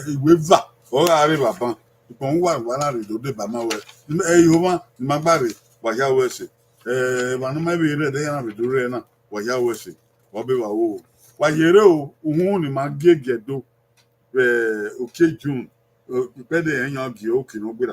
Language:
Bini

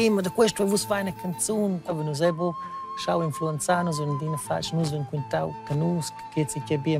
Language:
Romansh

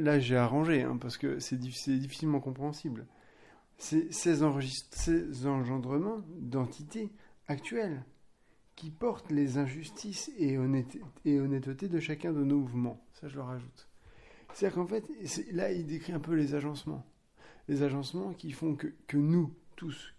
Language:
French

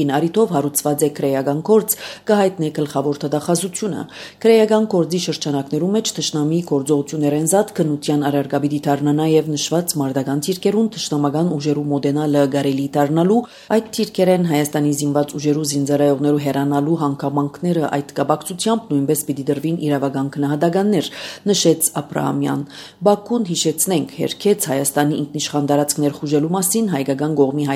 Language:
Armenian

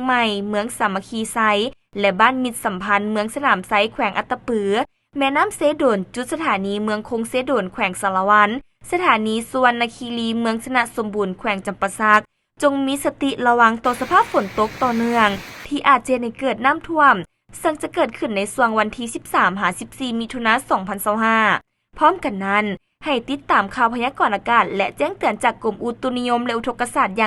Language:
Lao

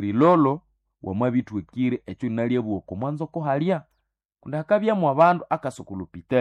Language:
Nande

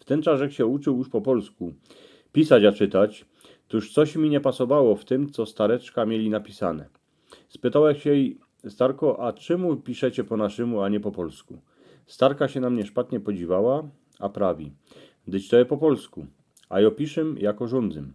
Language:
Silesian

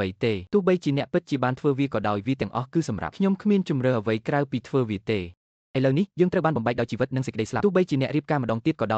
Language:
Khmer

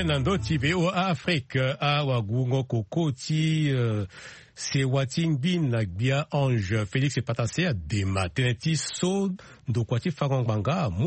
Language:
Sango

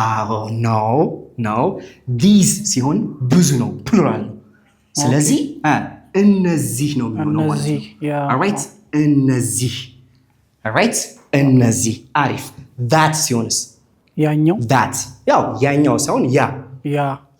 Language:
Amharic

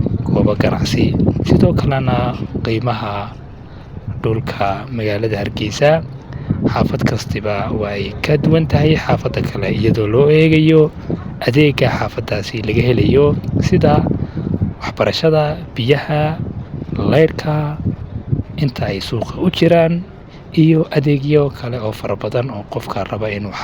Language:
Somali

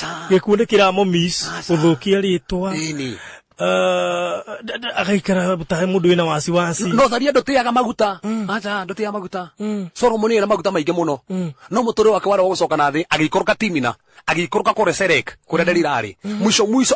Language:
Kikuyu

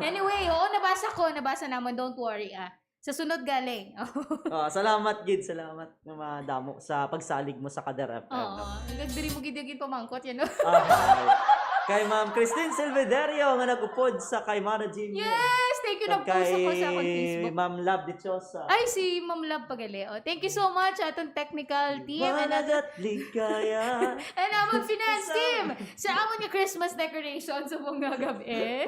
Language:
Hiligaynon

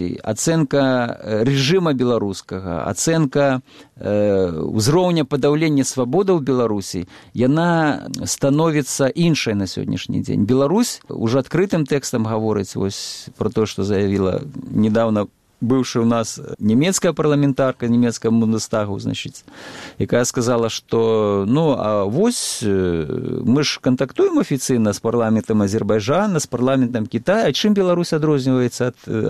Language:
Belarusian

